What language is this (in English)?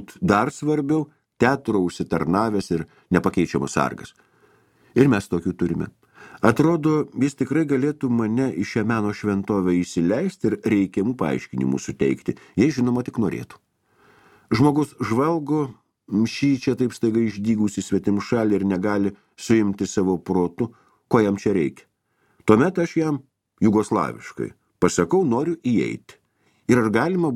Lithuanian